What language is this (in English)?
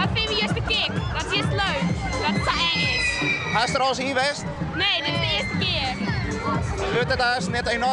Western Frisian